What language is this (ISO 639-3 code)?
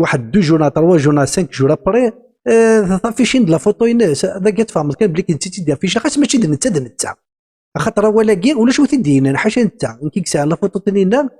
kab